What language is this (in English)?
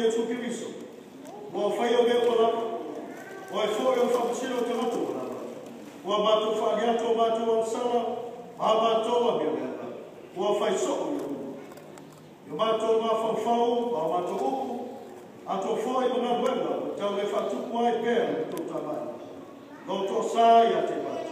Samoan